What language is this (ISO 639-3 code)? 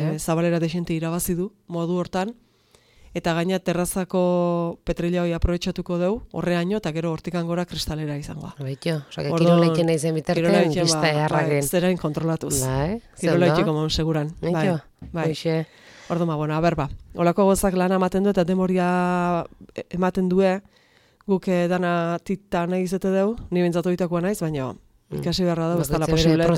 eus